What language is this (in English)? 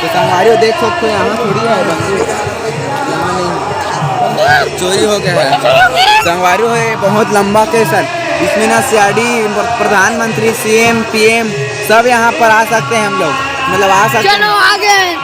Chhattisgarhi